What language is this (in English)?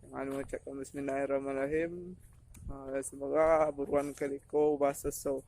Minangkabau